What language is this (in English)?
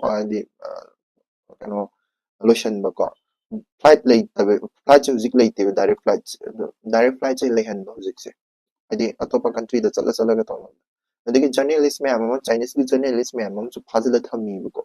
Manipuri